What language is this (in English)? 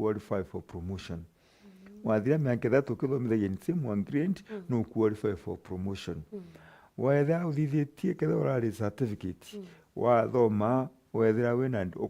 Meru